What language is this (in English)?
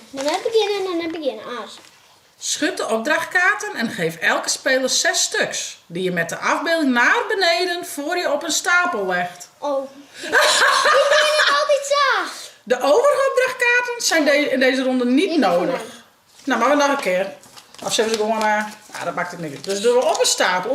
Western Frisian